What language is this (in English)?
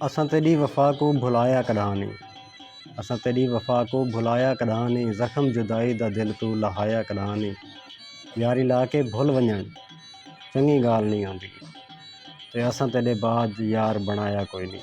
Saraiki